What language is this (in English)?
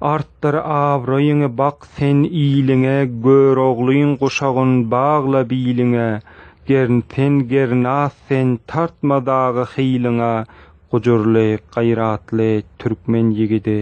Turkmen